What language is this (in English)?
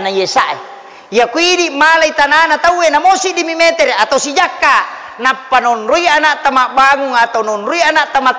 Buginese